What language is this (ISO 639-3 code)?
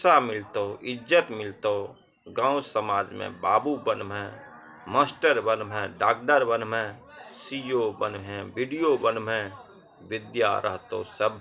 anp